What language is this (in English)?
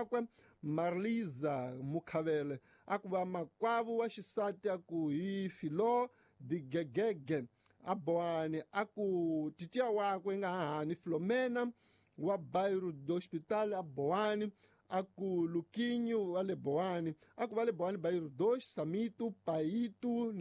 Tsonga